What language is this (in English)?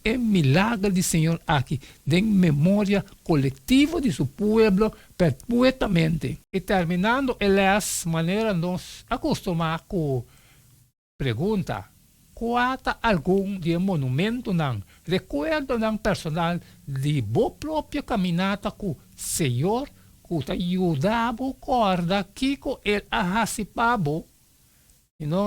Papiamento